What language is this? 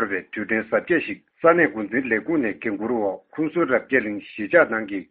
Tibetan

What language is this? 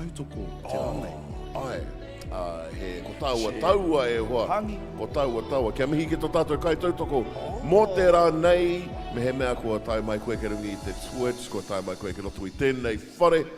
Māori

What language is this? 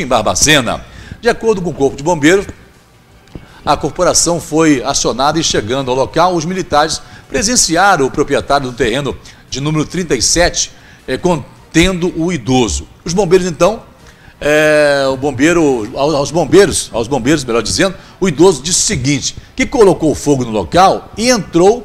Portuguese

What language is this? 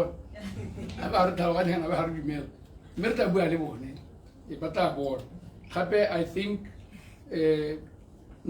Tswana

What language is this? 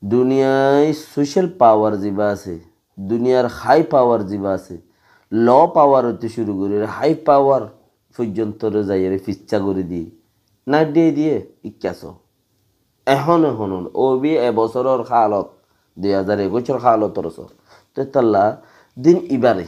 Rohingya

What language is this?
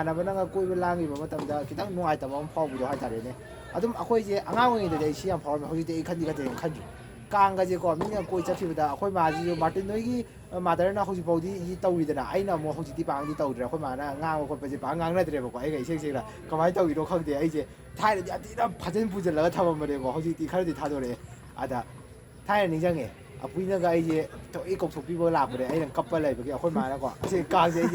Manipuri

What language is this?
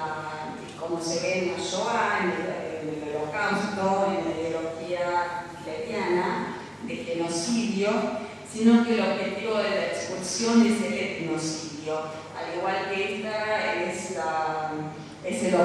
Ladino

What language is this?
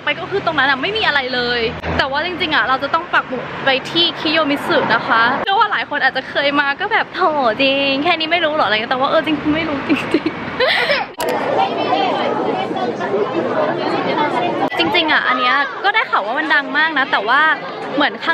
Thai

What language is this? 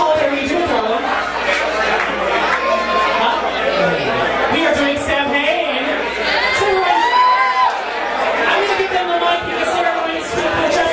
English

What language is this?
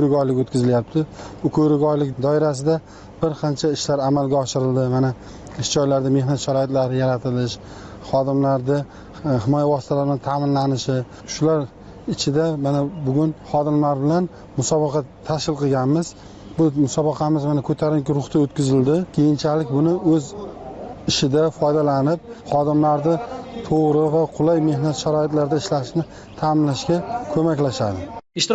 Uzbek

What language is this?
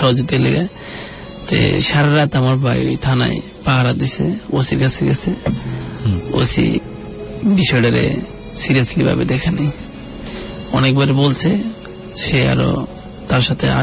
Bangla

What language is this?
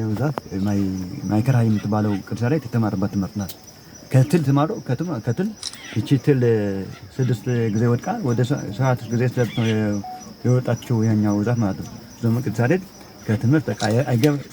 Amharic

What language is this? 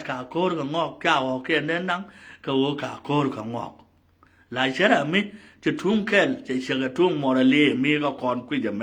Nuer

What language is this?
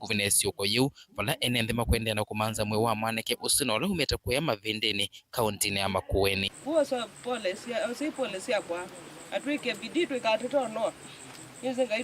Kamba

